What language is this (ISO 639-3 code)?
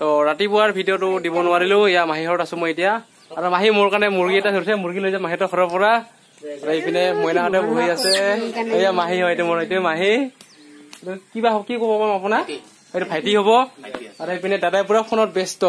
asm